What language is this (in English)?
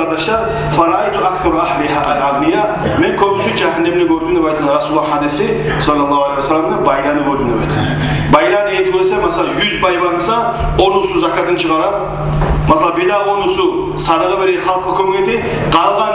Kumyk